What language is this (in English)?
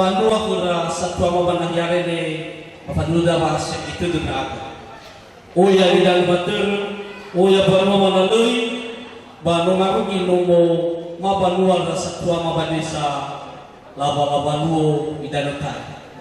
Nias